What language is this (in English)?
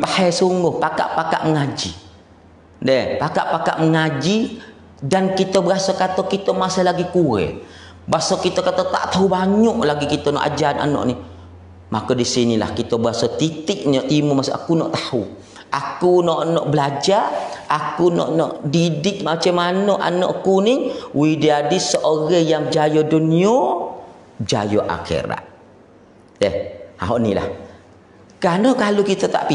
Pattani Malay